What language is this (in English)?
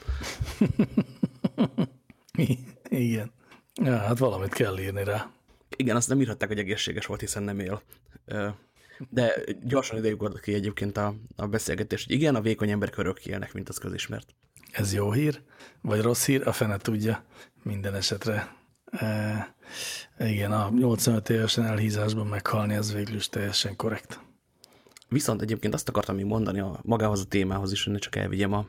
Hungarian